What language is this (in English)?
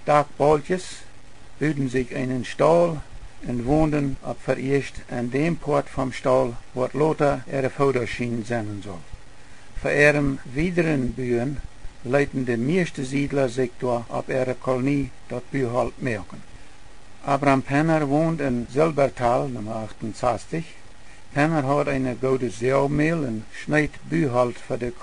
Plautdietsch